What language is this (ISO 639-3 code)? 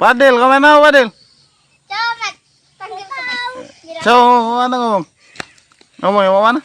mui